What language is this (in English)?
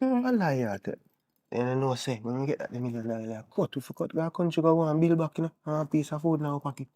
Jamaican Creole English